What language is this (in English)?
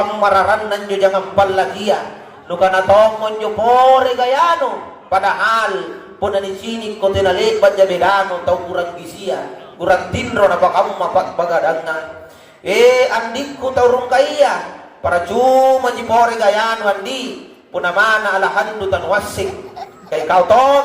Makasar